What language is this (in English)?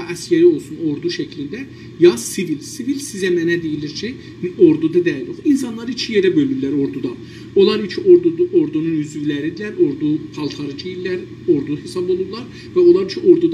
South Azerbaijani